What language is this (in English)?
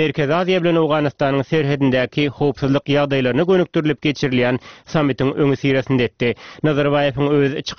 Turkmen